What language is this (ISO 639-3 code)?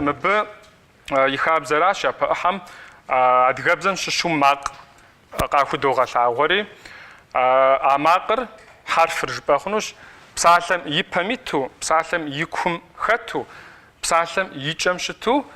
kbd